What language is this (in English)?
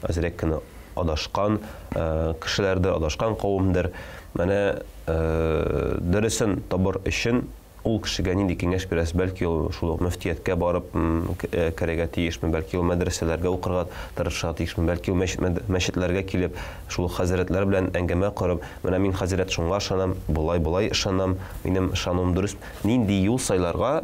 Tatar